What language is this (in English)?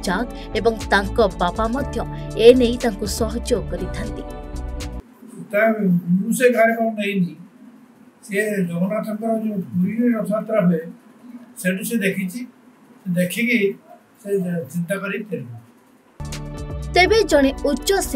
Odia